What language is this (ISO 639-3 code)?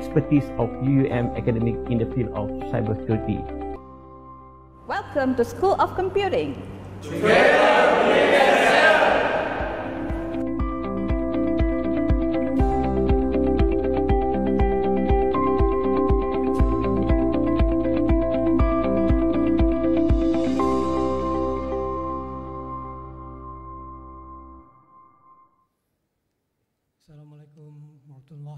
msa